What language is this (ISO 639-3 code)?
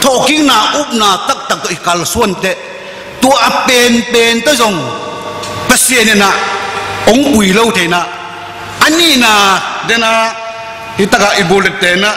ctd